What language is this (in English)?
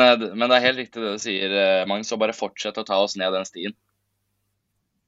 Norwegian